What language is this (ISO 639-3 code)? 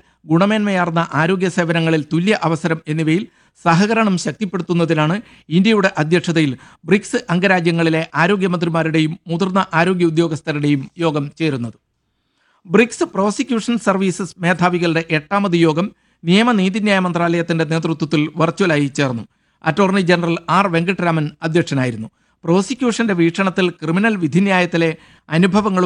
mal